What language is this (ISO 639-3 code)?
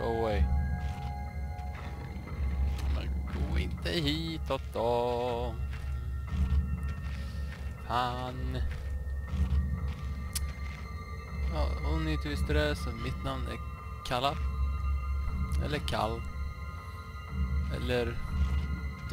swe